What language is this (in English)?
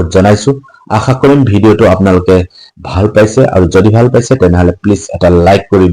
Assamese